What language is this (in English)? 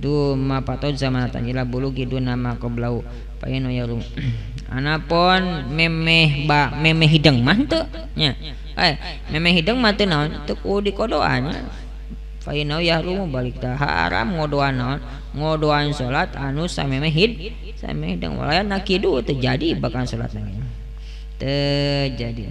Sundanese